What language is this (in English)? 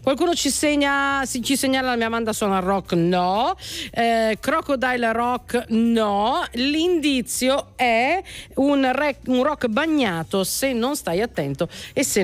Italian